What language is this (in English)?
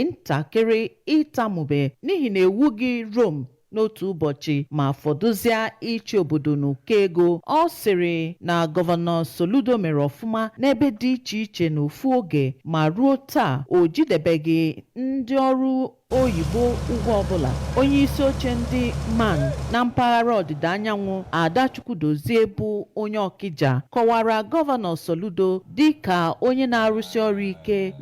Igbo